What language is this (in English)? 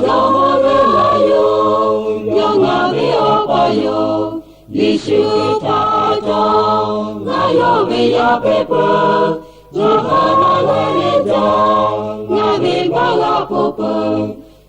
Lahu